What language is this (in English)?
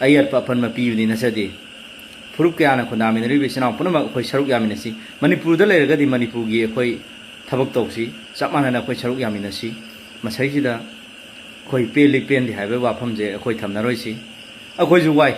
Manipuri